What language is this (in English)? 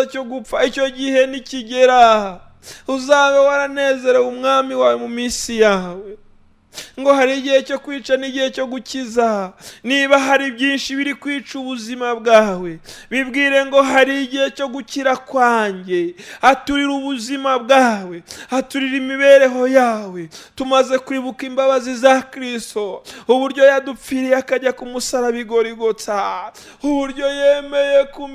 Kinyarwanda